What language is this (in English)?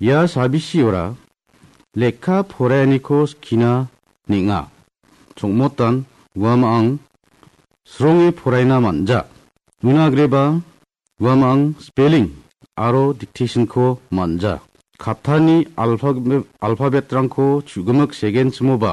Garo